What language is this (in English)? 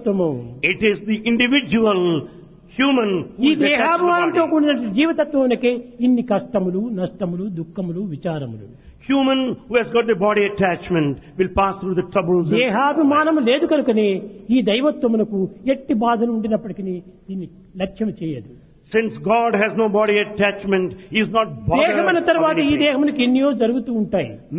Telugu